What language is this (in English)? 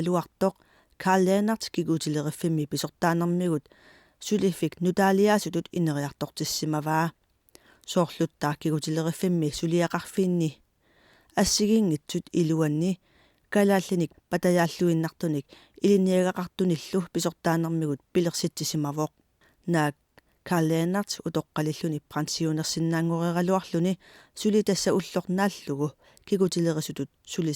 Kalaallisut